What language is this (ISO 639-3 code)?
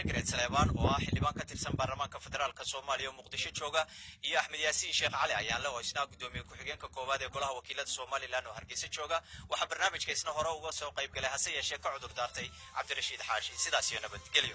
som